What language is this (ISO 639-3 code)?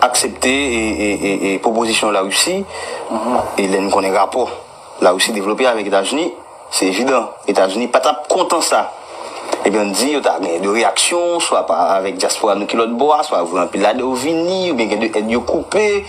hat